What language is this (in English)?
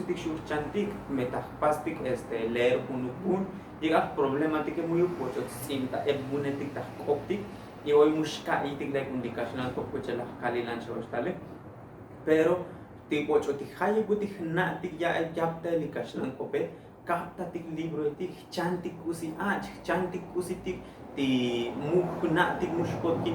Tzotzil